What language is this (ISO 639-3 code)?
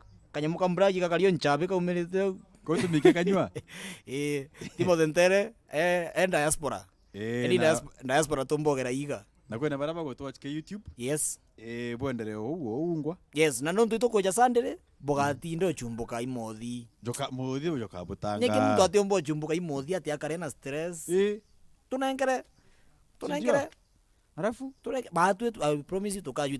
mer